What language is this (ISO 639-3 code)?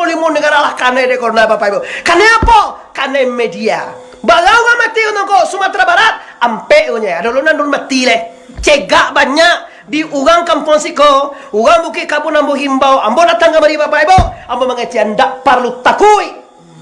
min